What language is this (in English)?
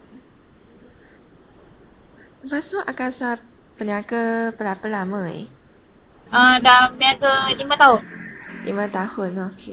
Malay